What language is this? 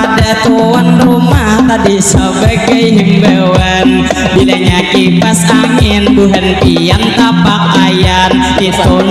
Banjar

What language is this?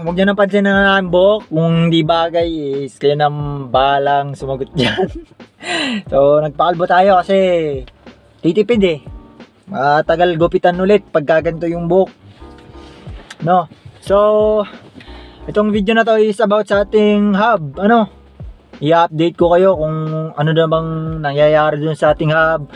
Filipino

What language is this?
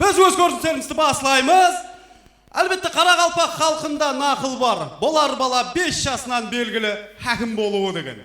Kara-Kalpak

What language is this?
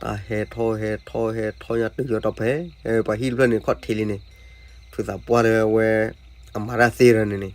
S'gaw Karen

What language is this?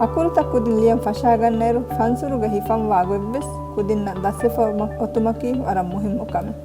Divehi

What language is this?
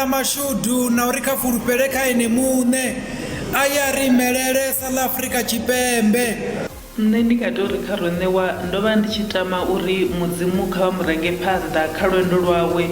Venda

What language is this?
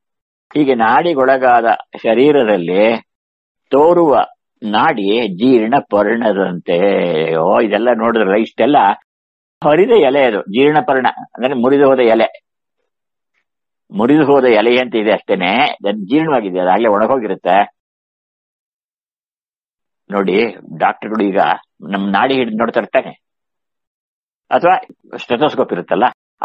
Kannada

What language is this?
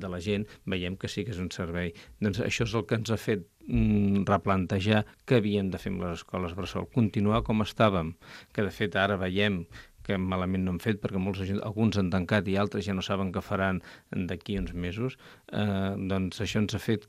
Catalan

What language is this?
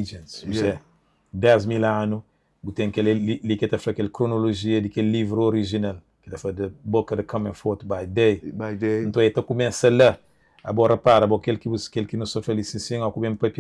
Kabuverdianu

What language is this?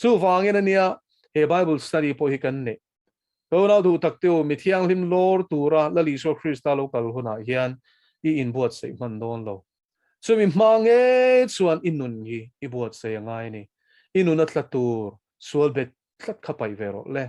Mizo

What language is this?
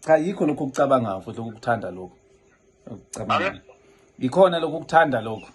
Zulu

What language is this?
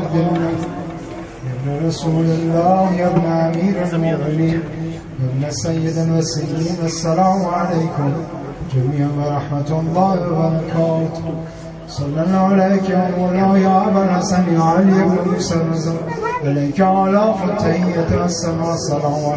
Persian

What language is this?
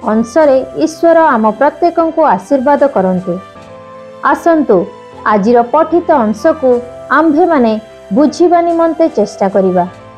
Odia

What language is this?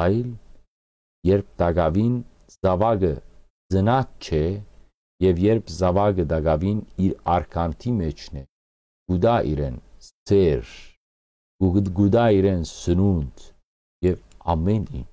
Western Armenian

